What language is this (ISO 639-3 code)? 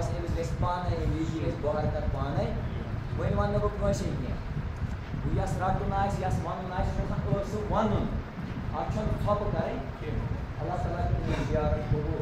kas